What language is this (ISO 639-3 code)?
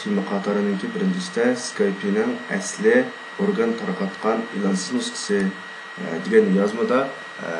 uig